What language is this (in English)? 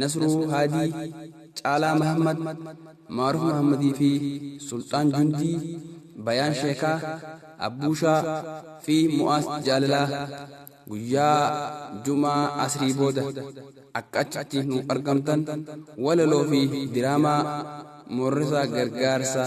Oromo